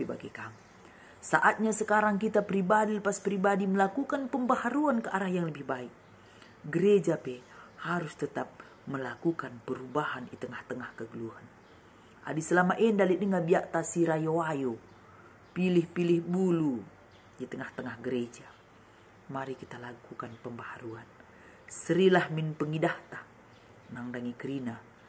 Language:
Batak Karo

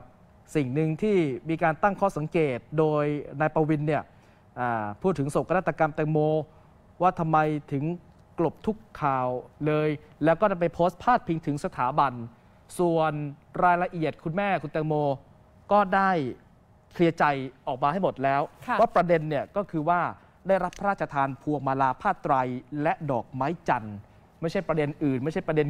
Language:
Thai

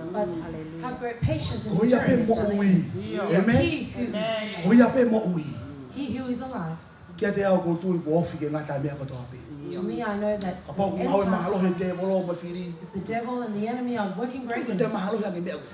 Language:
Tongan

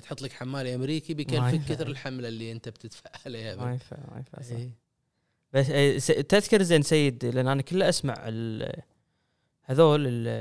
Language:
Gulf Arabic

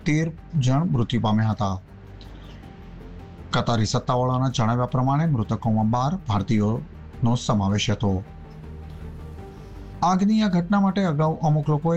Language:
Gujarati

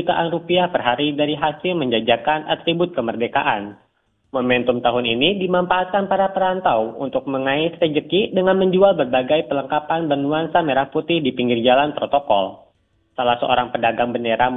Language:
Indonesian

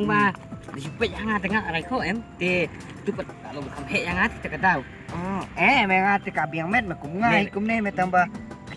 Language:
Khasi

